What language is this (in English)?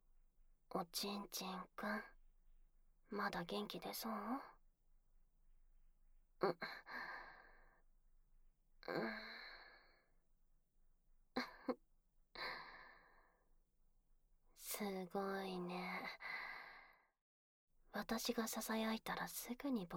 Japanese